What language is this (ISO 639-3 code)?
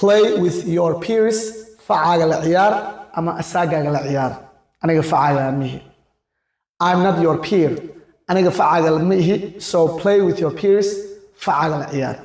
som